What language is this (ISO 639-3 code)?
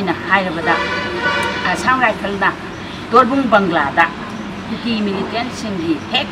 mni